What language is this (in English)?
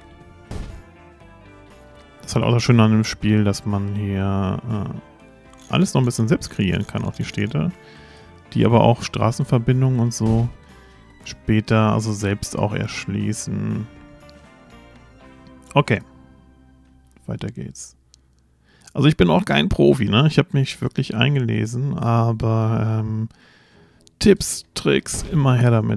German